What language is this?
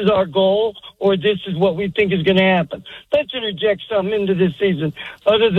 English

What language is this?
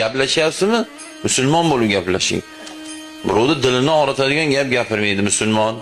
Uzbek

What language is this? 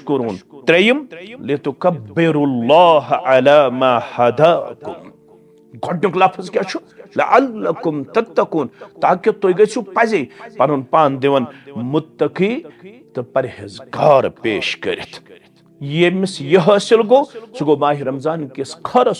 Kashmiri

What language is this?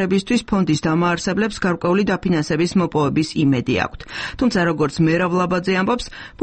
Georgian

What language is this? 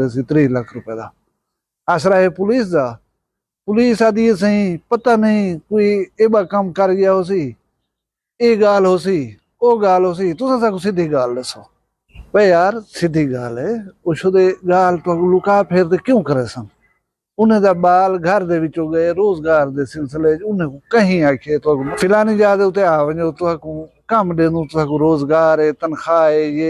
Saraiki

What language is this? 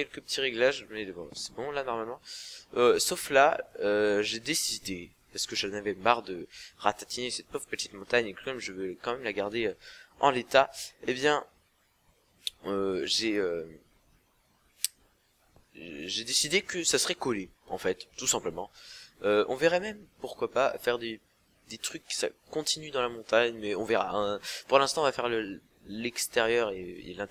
French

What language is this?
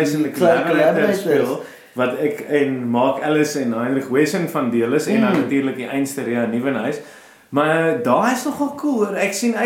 Afrikaans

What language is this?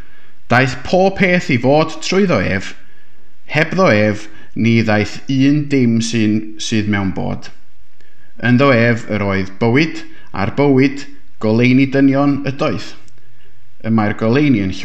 Welsh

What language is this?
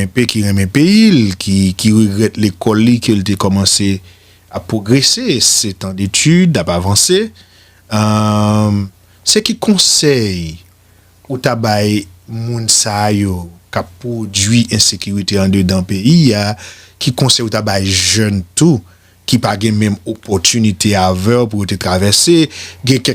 Haitian Creole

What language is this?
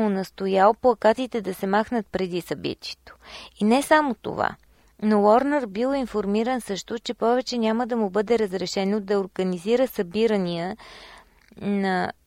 Bulgarian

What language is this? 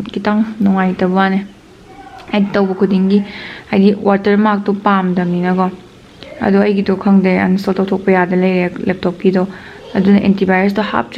Manipuri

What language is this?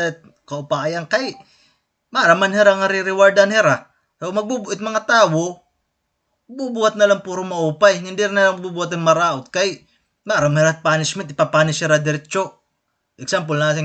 Waray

